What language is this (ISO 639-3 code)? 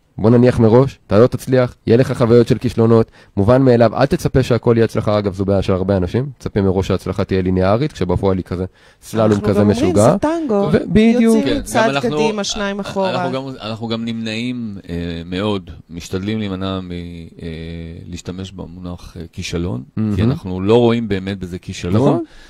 heb